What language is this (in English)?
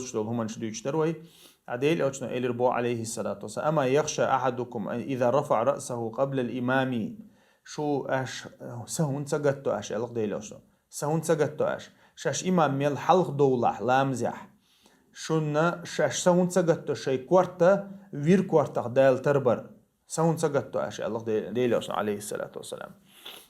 Chechen